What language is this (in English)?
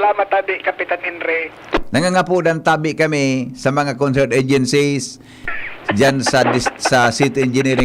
Bikol